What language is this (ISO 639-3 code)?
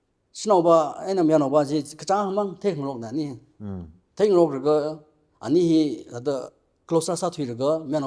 nmf